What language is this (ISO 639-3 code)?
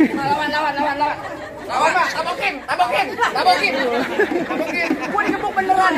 bew